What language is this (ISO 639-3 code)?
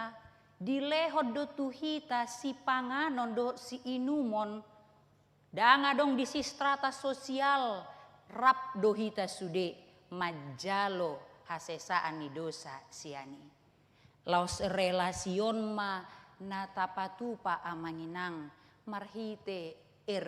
bbc